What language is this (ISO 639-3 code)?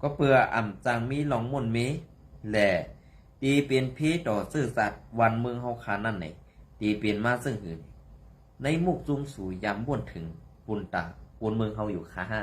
shn